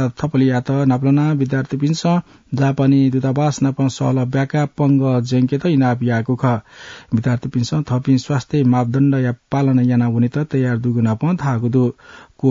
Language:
Newari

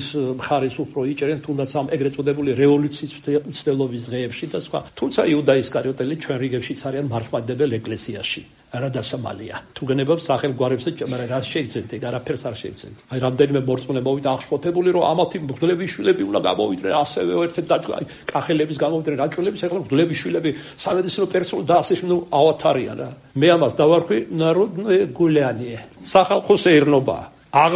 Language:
Georgian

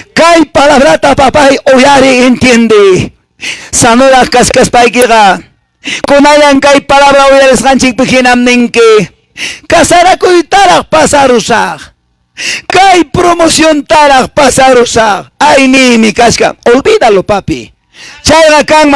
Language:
Quechua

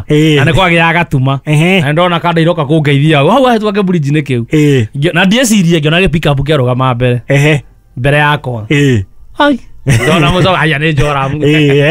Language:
Kikuyu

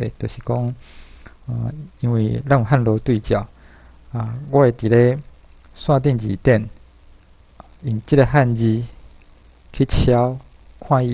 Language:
Min Nan Chinese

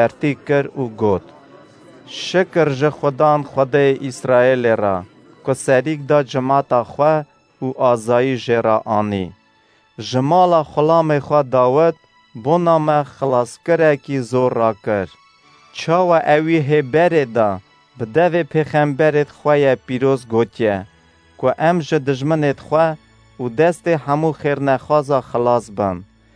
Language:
Kurdish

